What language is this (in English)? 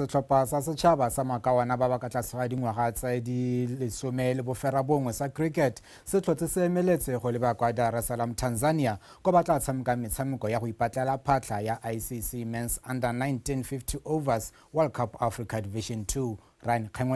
Tswana